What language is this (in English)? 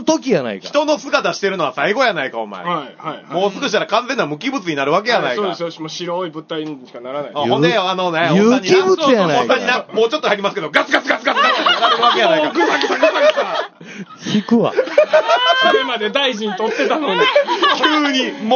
Japanese